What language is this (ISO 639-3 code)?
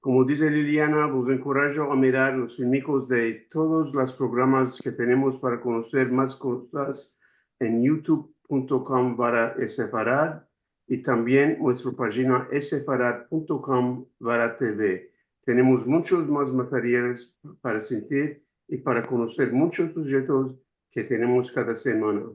lad